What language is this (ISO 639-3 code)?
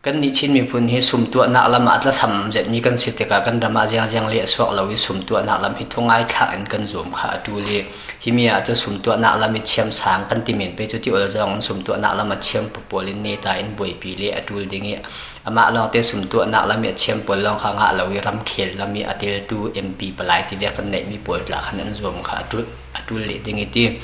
cfm